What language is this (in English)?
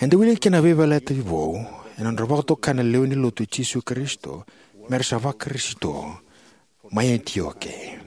Fijian